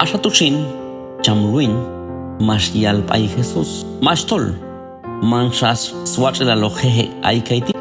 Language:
Q'anjob'al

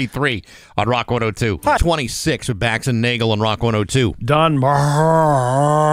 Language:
English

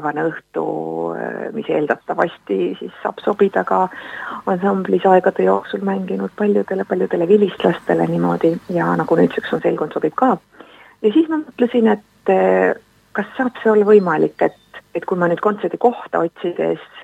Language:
Estonian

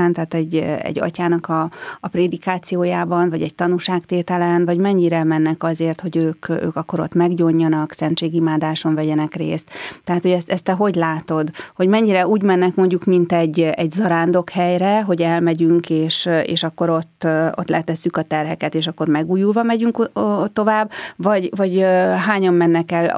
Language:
Hungarian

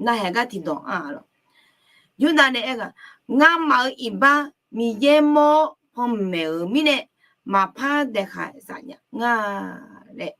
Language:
Akha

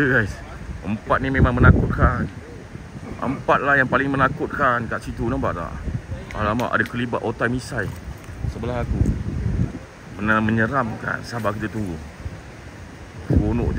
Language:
Malay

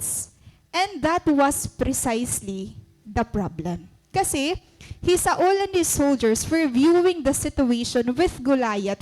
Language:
Waray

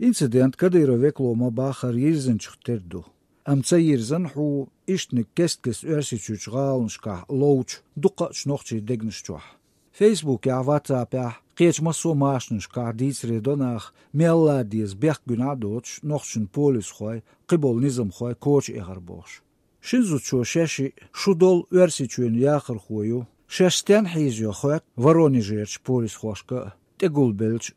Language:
Chechen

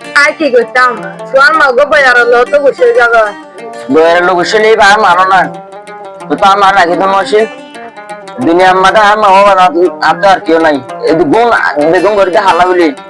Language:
Rohingya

